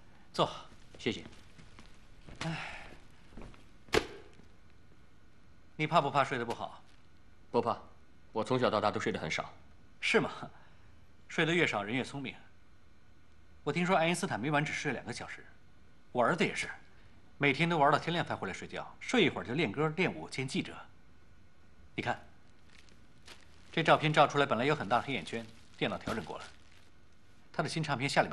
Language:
Chinese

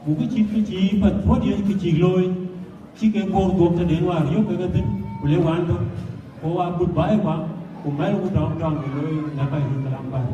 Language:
Dinka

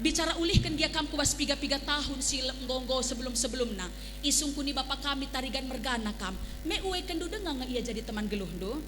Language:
Batak Karo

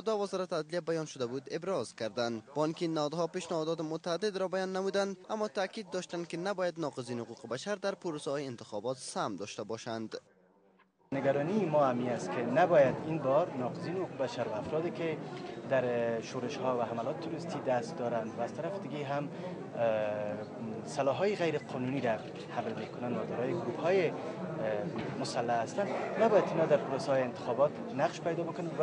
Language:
Persian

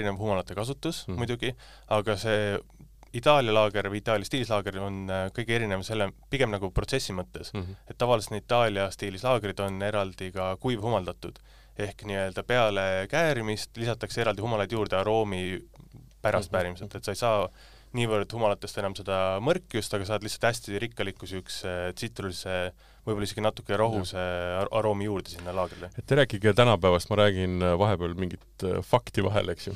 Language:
Estonian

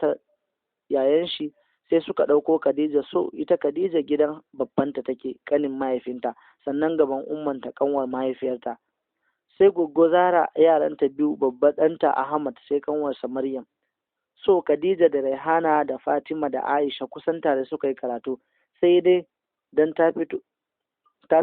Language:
Hausa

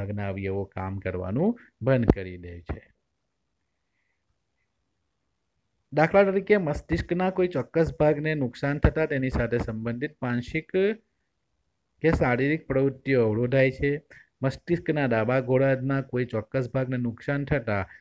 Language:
Gujarati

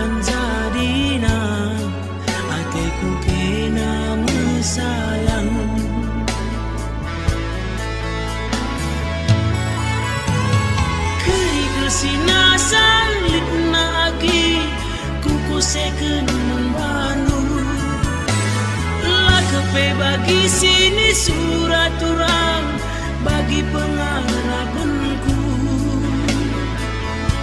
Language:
Batak Karo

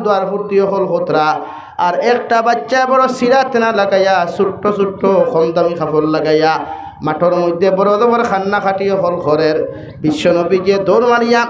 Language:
Sylheti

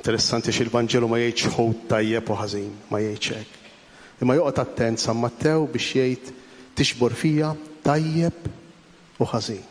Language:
Maltese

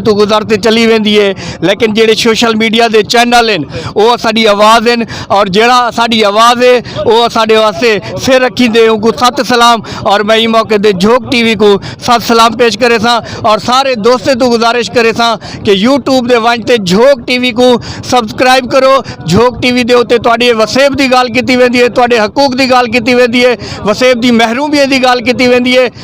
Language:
Saraiki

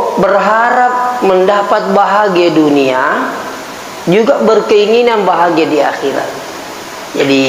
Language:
Buginese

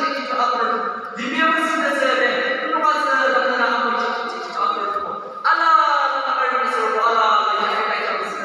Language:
Yimchungru Naga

